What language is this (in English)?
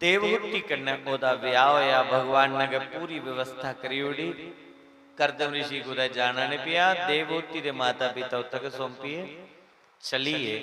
Dogri